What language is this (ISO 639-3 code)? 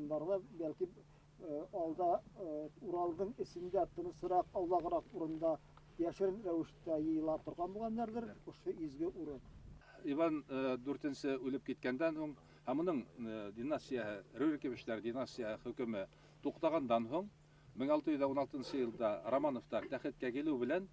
bak